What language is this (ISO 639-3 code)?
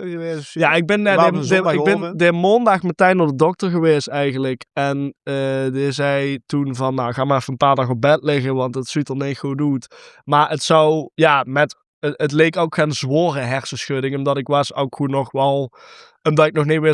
lim